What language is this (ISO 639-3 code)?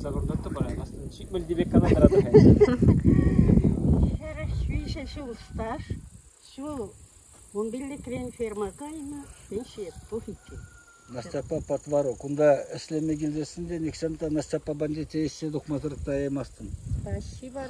chv